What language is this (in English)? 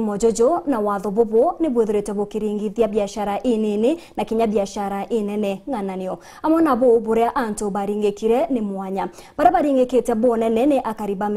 Meru